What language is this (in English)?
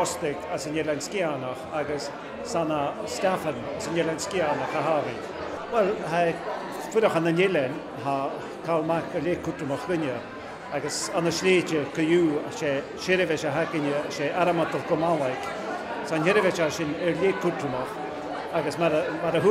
Scottish Gaelic